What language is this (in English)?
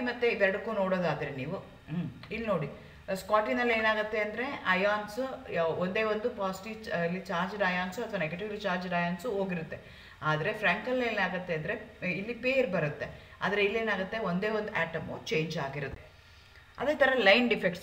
Kannada